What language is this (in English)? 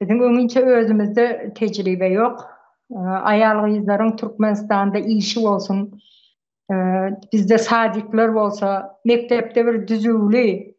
Turkmen